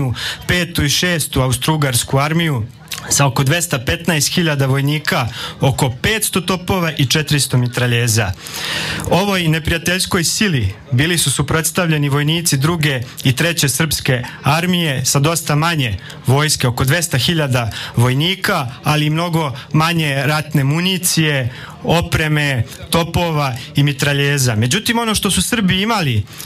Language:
Serbian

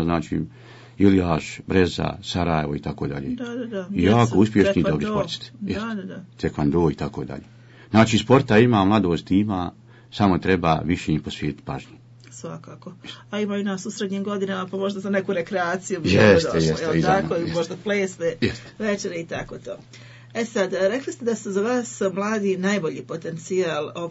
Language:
Bosnian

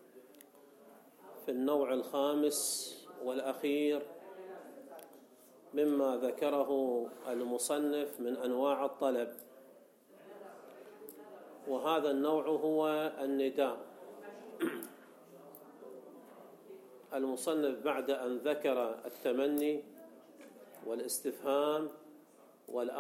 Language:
Arabic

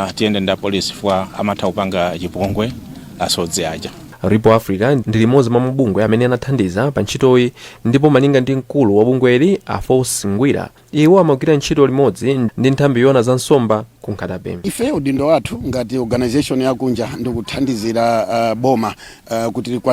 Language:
Nyanja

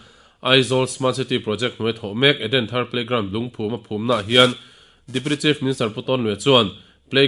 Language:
Mizo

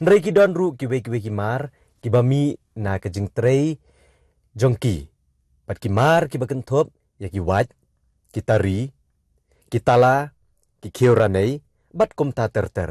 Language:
Khasi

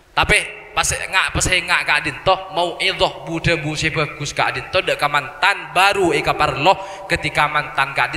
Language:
Madurese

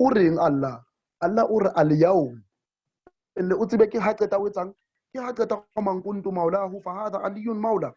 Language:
Southern Sotho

